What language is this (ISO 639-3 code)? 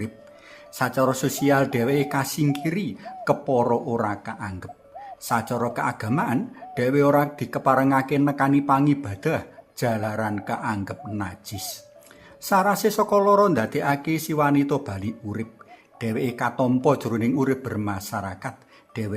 jav